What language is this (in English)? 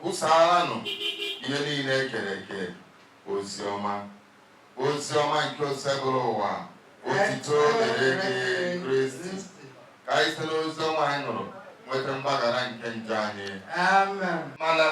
Igbo